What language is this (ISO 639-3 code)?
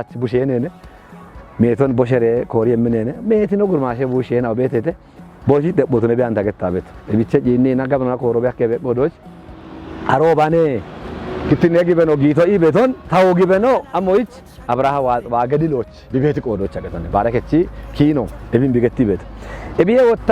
kbr